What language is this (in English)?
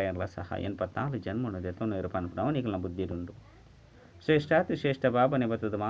Tulu